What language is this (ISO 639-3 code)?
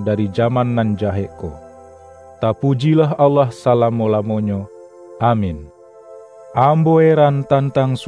min